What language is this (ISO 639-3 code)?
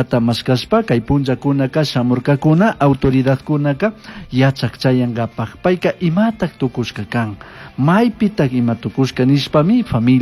qug